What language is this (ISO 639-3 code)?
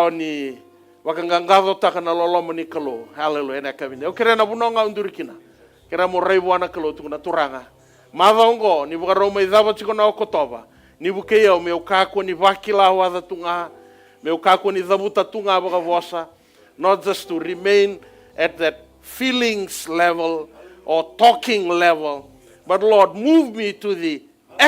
fij